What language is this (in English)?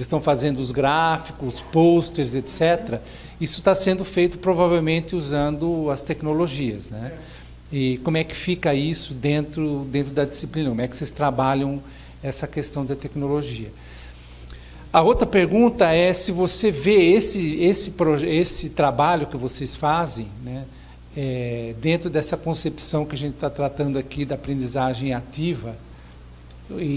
Portuguese